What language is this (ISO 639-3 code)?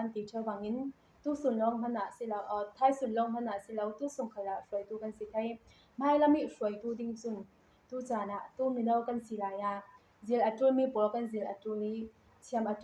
cfm